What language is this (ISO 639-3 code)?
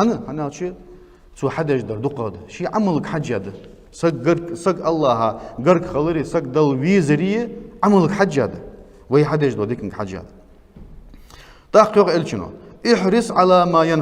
inh